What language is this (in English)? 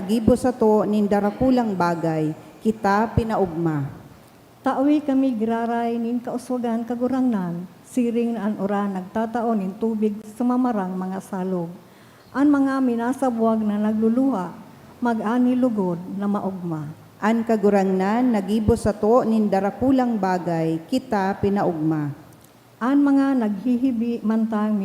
Bikol